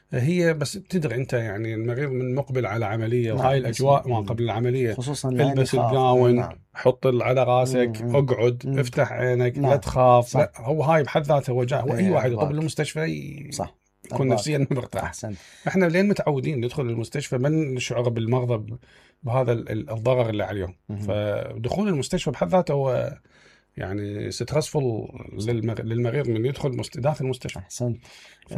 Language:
Mesopotamian Arabic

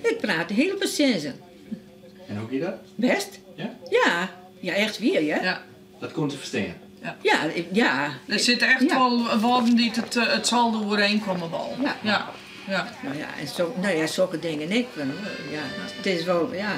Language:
Western Frisian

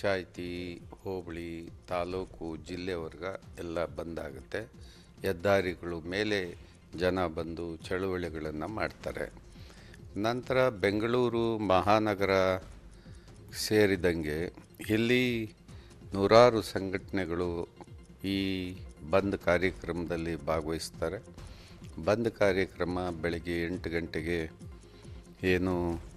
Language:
Kannada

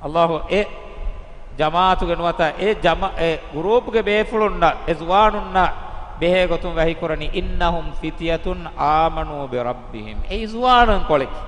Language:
Divehi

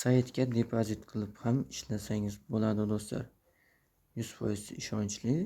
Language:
Uzbek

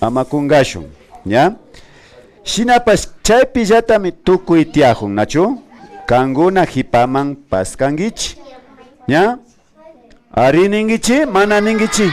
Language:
Imbabura Highland Quichua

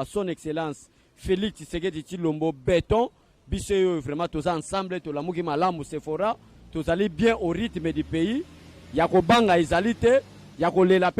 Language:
Lingala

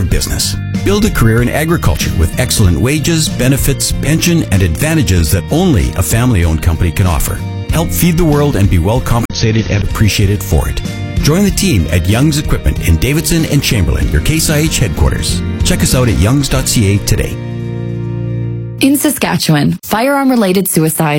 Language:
English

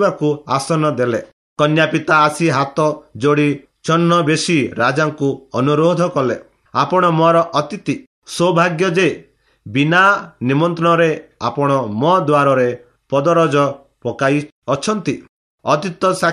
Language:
Odia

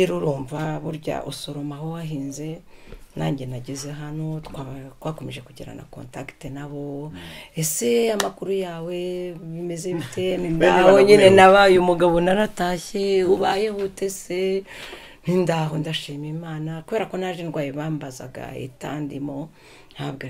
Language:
Kinyarwanda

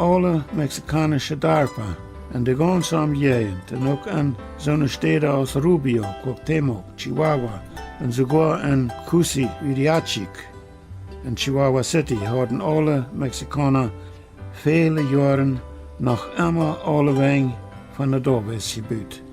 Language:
Plautdietsch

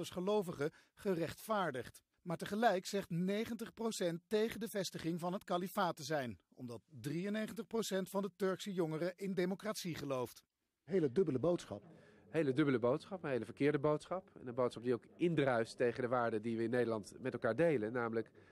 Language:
Dutch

